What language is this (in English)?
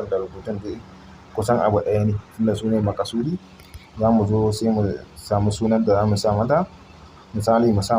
Hausa